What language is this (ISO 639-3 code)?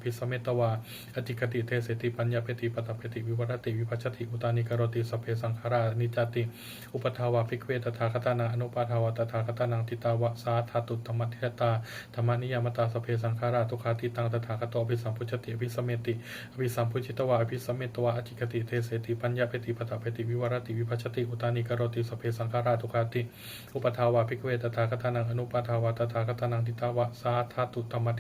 pli